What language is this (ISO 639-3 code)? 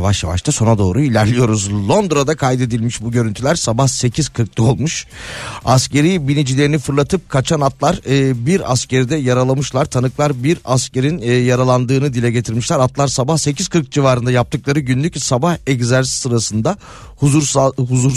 tur